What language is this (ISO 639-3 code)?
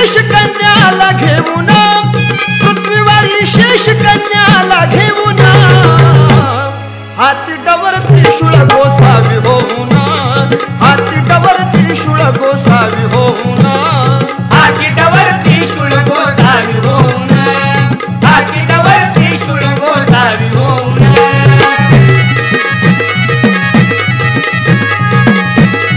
mar